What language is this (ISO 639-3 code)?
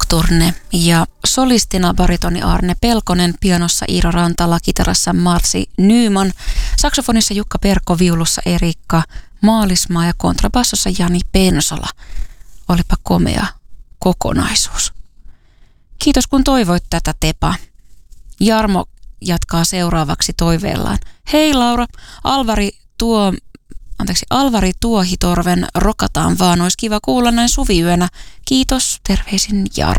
fin